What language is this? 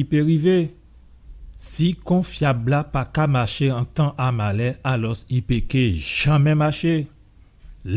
Guadeloupean Creole French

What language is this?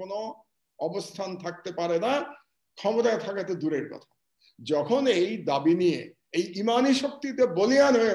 Bangla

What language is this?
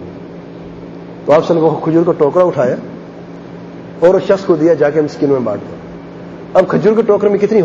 Urdu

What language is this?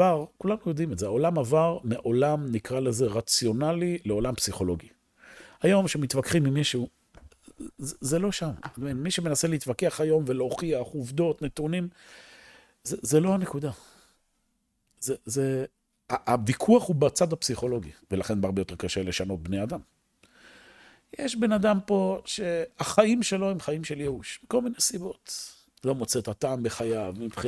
Hebrew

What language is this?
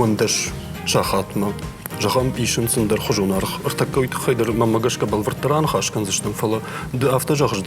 Ossetic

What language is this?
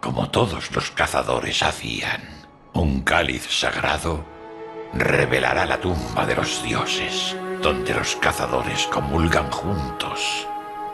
Spanish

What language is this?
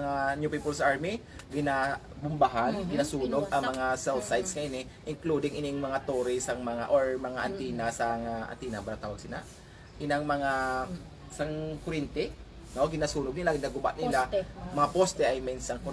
Hiligaynon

